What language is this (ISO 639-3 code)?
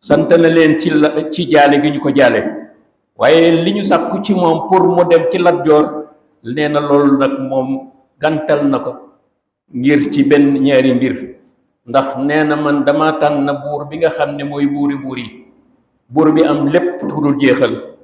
wol